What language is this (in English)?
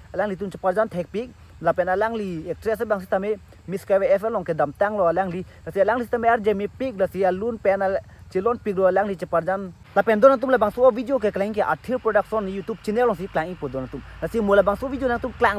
Karbi